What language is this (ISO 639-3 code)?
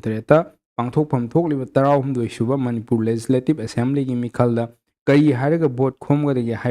mni